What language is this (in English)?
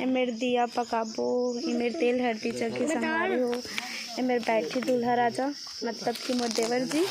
Chhattisgarhi